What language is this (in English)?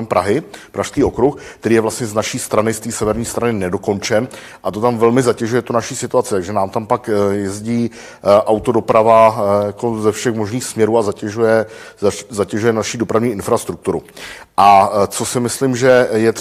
Czech